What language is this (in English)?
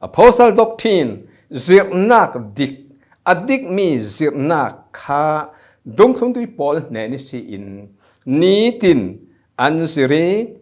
Falam Chin